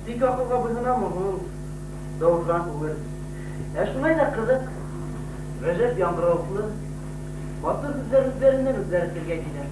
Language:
Bashkir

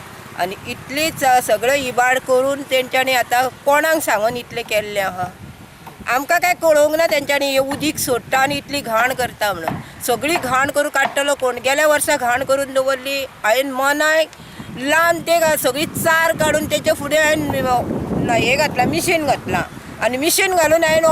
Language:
Konkani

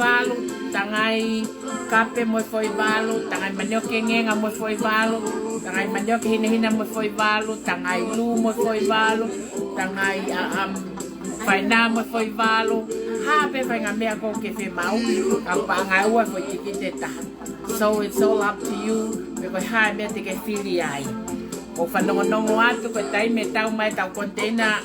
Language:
Tongan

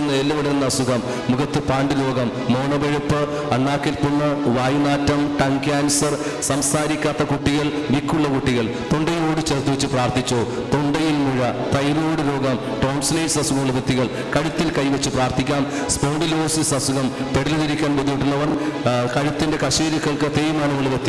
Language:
Malayalam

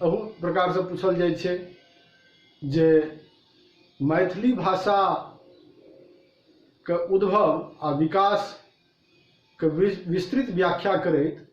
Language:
Maithili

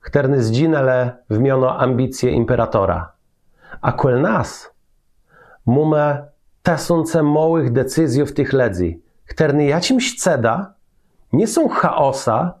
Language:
Kashubian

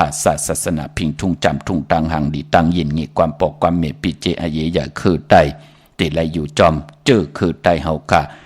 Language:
Shan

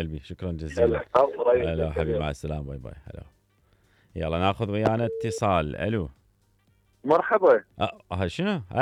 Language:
Mesopotamian Arabic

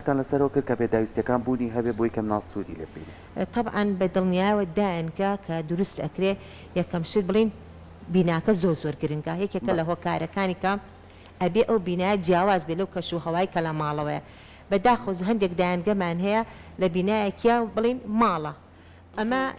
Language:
Central Kurdish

